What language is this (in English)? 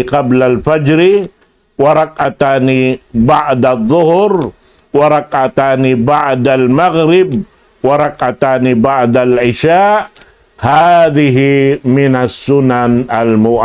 Tausug